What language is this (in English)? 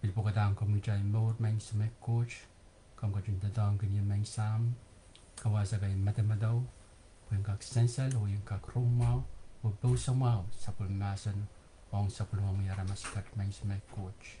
Pohnpeian